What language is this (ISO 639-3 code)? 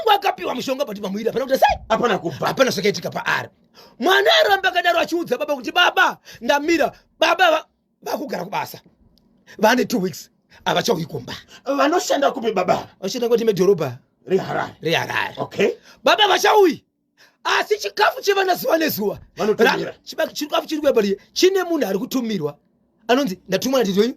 sna